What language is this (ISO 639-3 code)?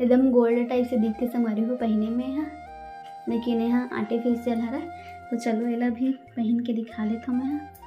hne